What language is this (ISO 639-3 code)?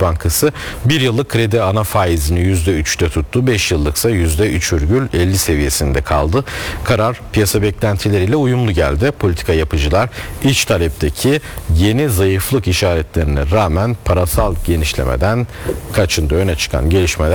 tur